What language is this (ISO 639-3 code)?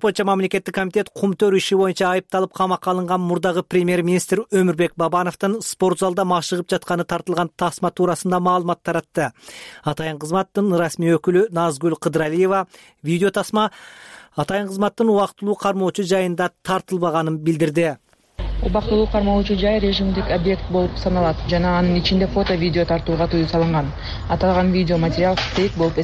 kir